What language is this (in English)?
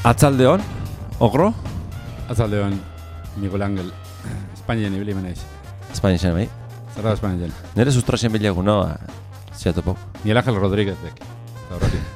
Basque